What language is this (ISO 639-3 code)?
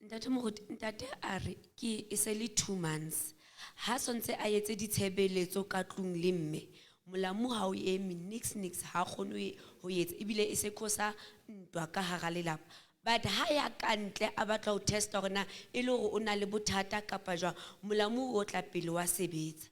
sot